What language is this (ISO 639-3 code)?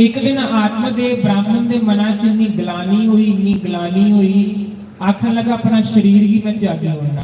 doi